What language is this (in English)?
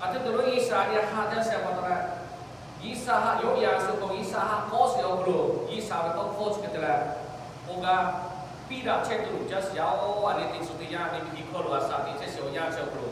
Lahu